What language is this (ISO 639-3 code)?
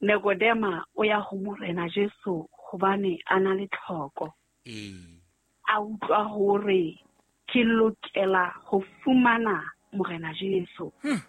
sot